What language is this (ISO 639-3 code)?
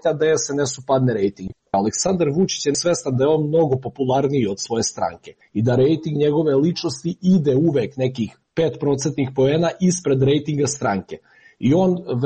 srp